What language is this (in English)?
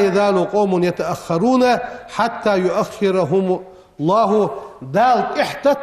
Ingush